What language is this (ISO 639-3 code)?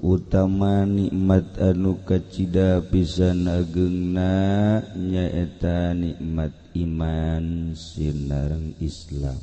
sun